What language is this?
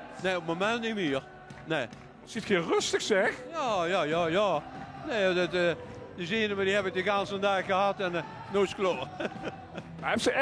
Limburgish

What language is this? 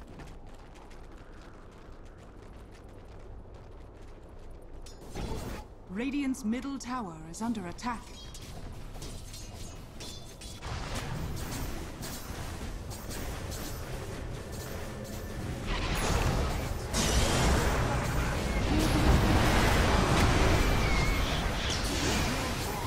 English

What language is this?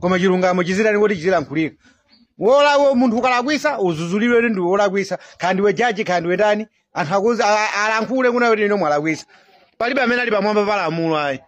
Nyanja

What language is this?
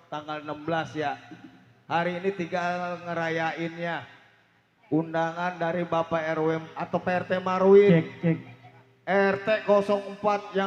Betawi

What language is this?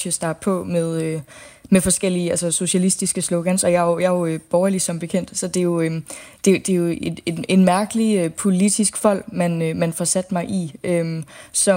Danish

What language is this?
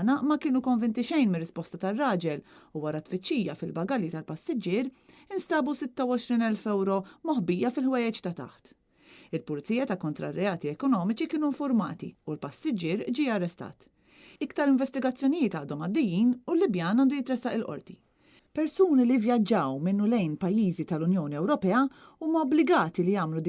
Maltese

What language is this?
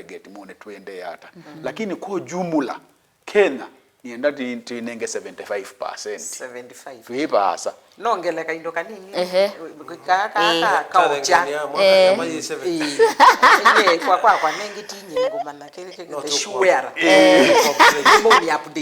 Kamba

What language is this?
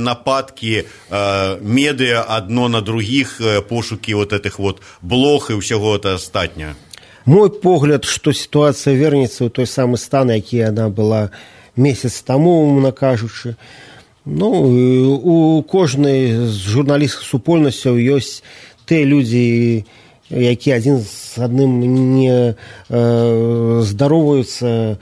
Belarusian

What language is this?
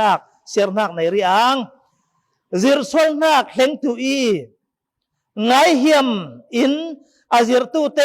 Falam Chin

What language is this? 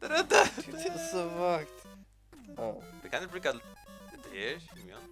Faroese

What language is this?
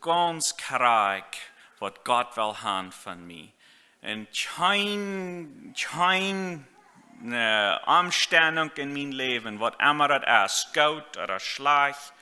Plautdietsch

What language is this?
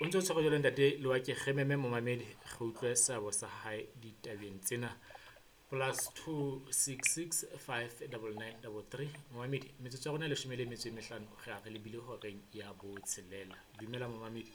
Southern Sotho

